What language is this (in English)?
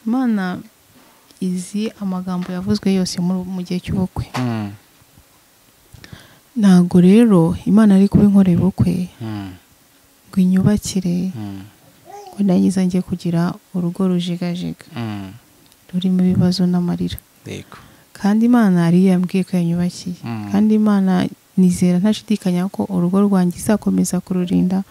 Kinyarwanda